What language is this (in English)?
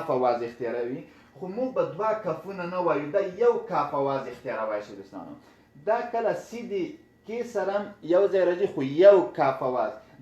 Pashto